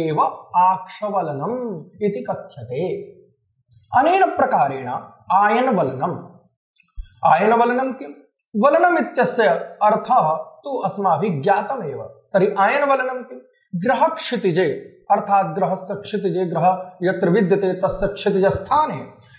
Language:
Sanskrit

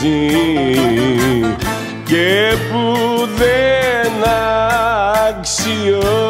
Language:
Greek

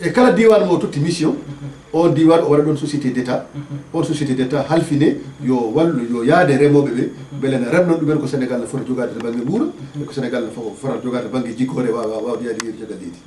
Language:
Fula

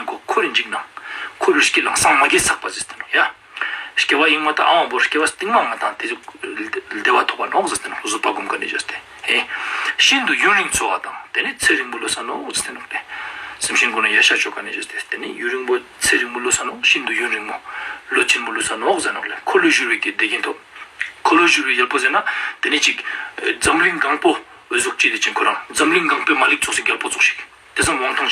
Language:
Ladakhi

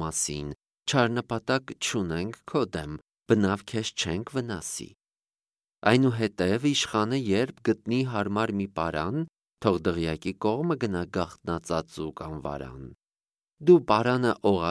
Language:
Armenian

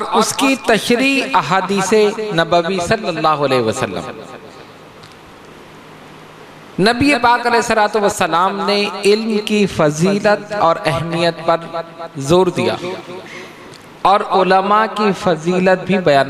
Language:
Urdu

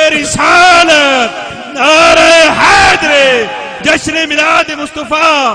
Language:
Saraiki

